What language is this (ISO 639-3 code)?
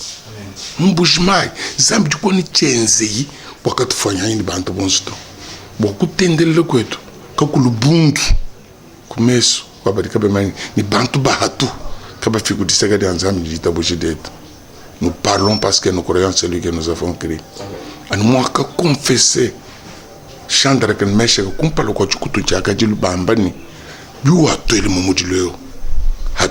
lua